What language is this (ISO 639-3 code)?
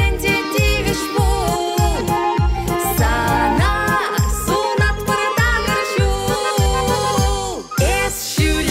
chv